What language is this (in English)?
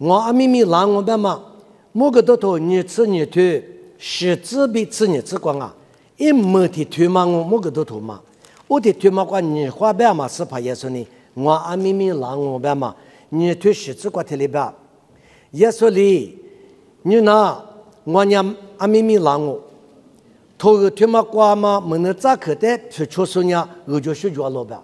Lisu